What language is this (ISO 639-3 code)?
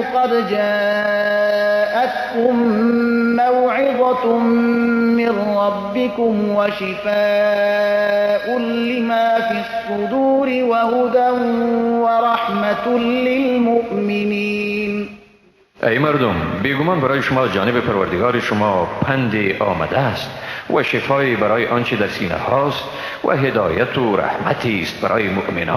fas